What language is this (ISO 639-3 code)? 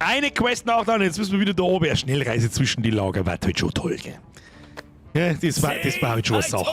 bar